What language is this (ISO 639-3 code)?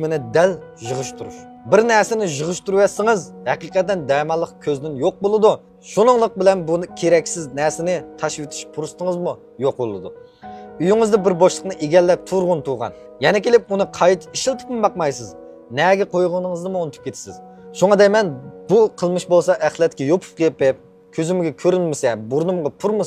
uig